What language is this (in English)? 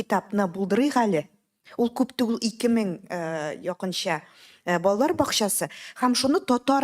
Tatar